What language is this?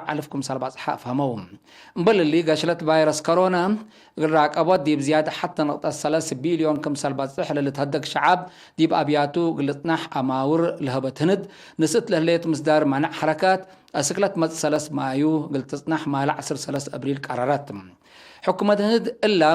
Tigre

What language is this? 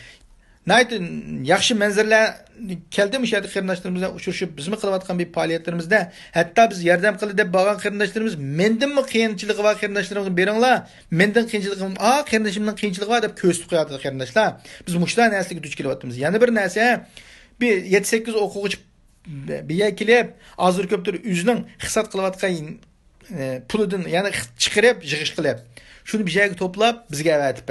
Uyghur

